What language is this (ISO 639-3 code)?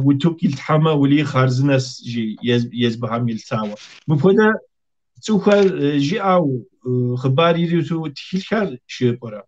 kbd